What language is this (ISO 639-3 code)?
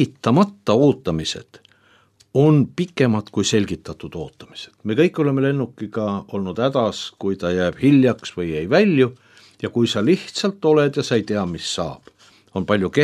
est